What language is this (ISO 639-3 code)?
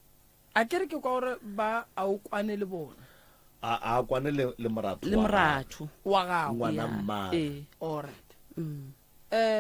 nso